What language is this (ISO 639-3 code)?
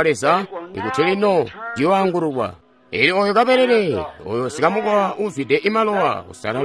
toi